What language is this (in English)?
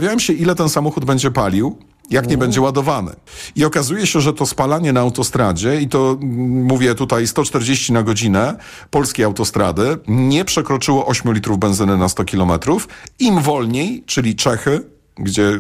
Polish